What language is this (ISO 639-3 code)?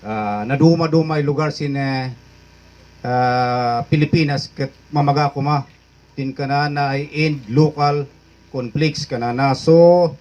kne